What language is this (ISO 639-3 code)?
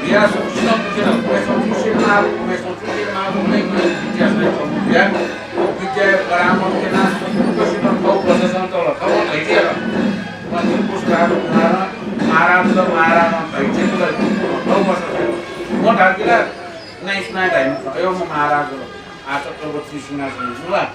new